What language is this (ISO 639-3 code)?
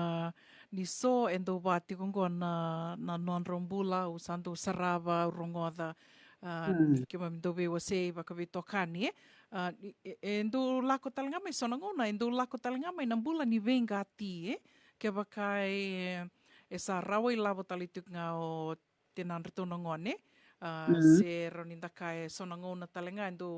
fij